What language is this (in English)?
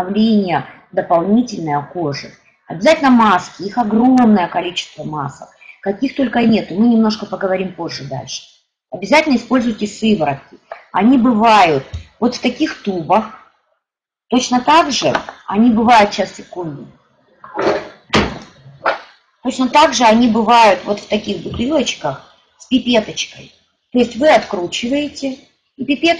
Russian